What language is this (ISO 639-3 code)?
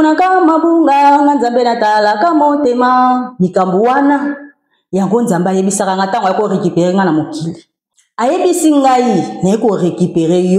lin